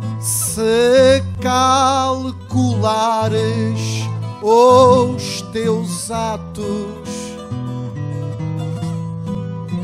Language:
Portuguese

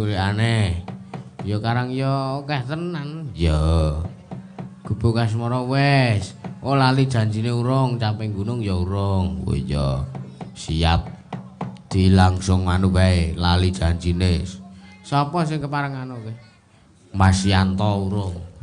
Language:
Javanese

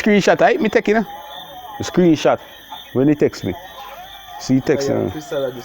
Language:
Jamaican Creole English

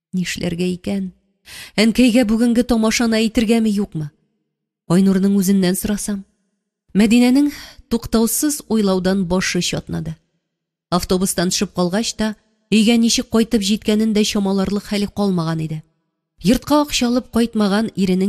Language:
Tatar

